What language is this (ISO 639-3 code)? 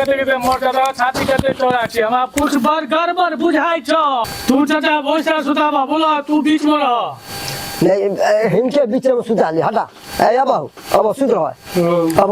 mai